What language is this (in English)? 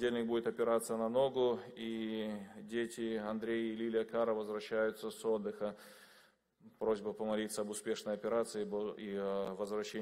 Russian